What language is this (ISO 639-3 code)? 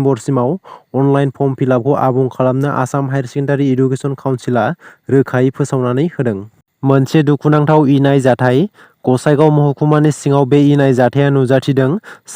brx